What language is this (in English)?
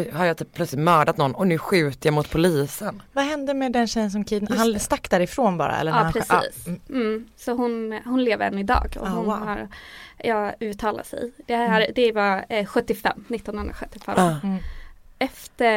Swedish